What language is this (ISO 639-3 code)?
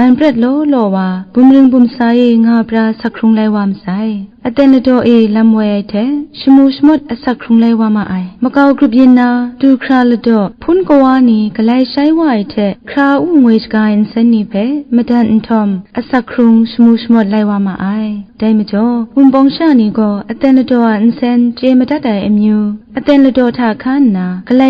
kac